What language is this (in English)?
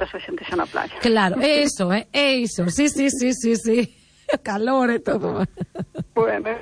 Galician